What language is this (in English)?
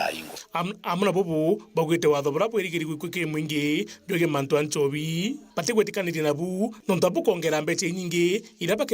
Meru